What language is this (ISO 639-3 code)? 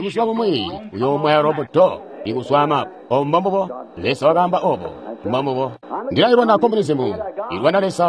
toi